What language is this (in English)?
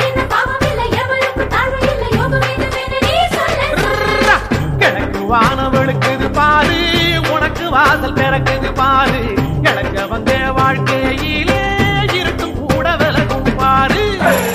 Tamil